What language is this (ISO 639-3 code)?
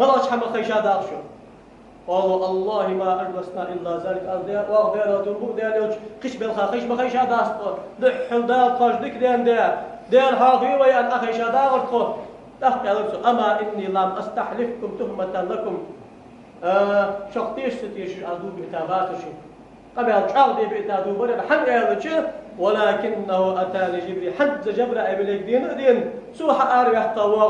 inh